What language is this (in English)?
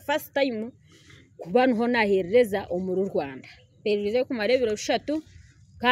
Nyankole